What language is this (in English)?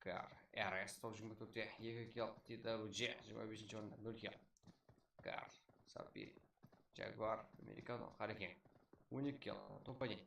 Kara-Kalpak